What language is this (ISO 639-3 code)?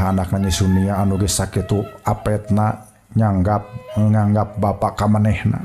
sun